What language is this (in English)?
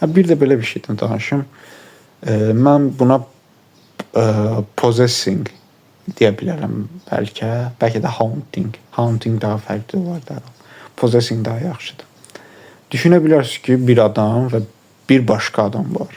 Azerbaijani